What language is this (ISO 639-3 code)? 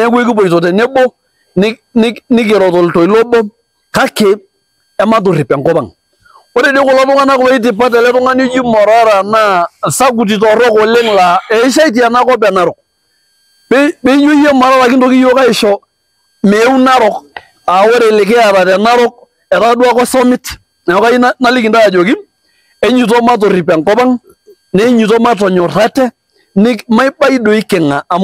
mas